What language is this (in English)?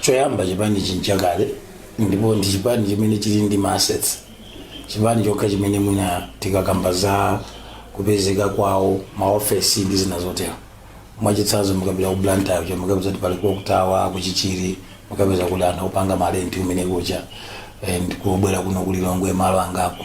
Nyanja